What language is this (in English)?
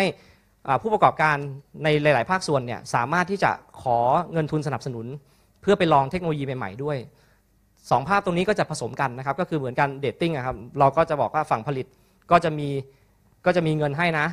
Thai